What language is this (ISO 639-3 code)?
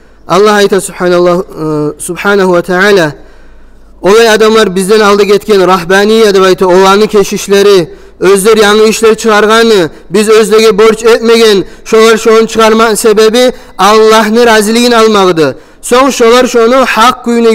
kum